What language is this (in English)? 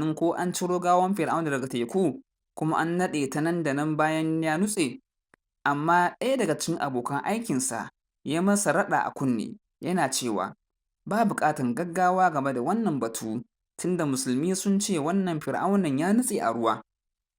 Hausa